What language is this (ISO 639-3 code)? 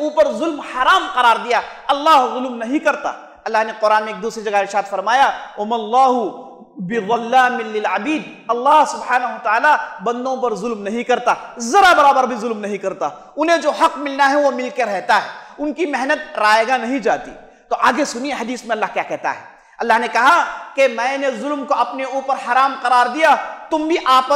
urd